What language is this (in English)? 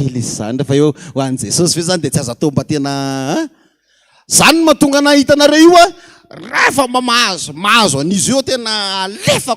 Malagasy